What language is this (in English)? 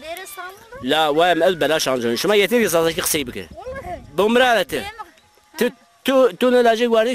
Zaza